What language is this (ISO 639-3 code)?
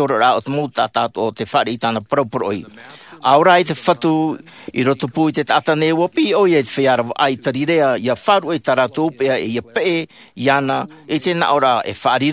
tah